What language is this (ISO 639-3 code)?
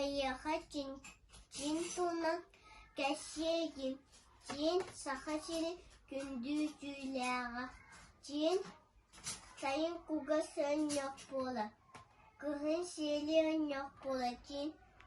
sah